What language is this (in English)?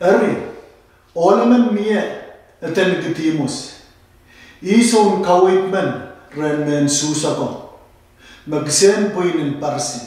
Pohnpeian